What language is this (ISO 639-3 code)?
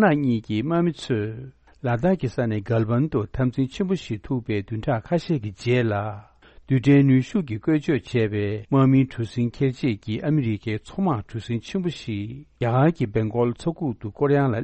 bod